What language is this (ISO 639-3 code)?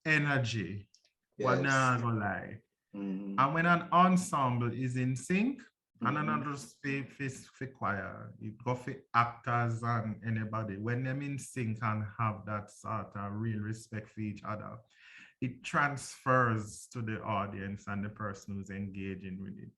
jam